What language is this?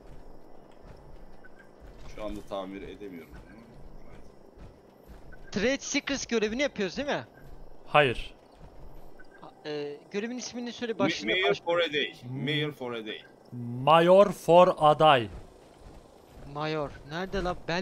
Turkish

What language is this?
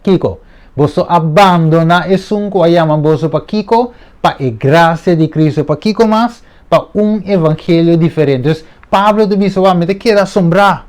Papiamento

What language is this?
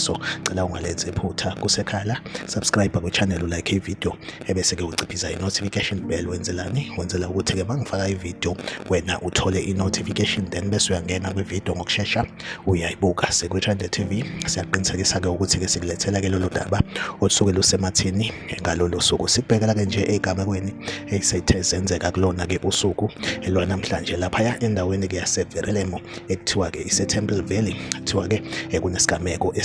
Zulu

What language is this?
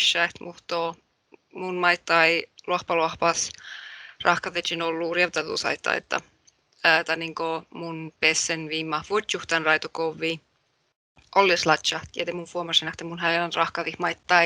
Northern Sami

